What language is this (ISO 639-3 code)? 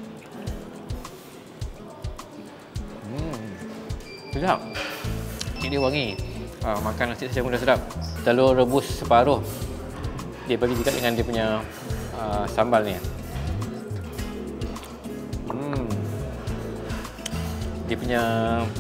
msa